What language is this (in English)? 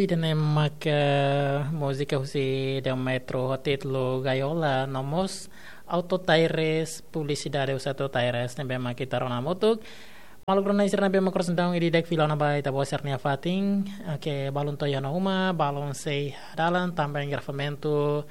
Tetum